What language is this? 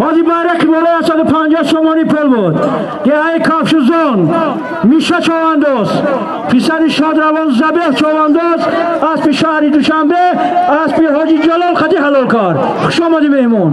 Tajik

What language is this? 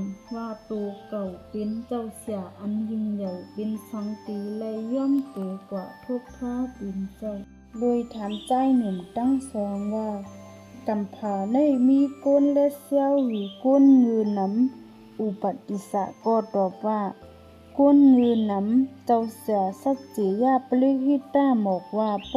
Shan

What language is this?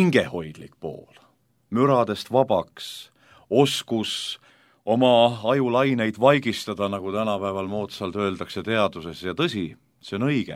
Estonian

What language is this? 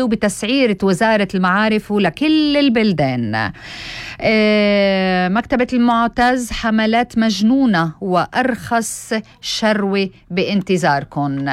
North Levantine Arabic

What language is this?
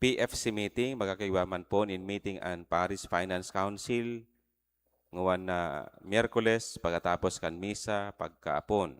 Bikol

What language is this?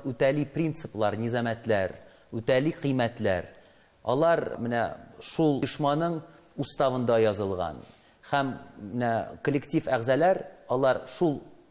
Tatar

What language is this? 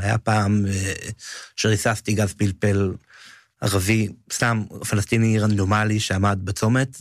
Hebrew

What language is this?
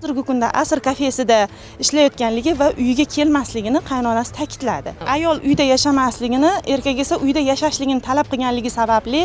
Uzbek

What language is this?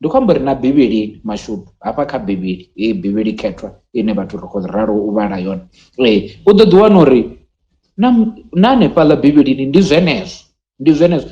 Venda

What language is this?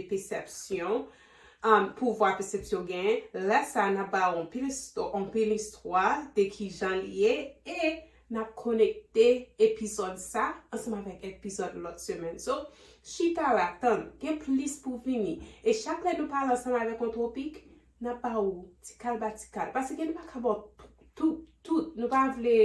Haitian Creole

